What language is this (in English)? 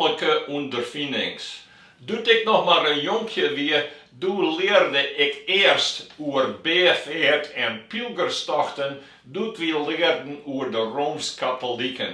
Western Frisian